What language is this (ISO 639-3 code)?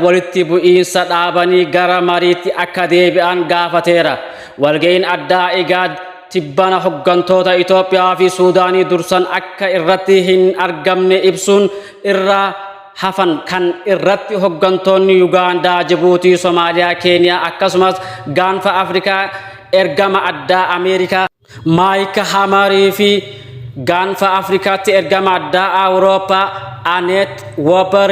orm